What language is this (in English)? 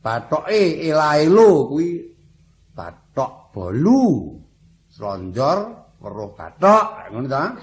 Javanese